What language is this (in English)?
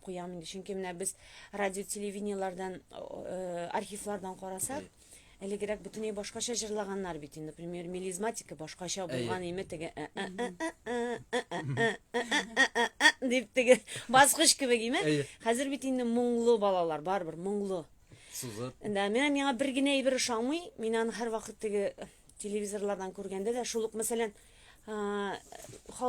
Tatar